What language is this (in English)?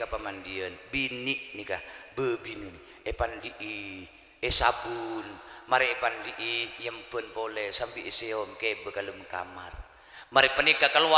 Madurese